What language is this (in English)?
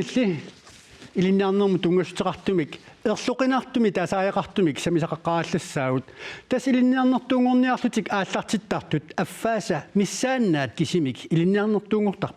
Kalaallisut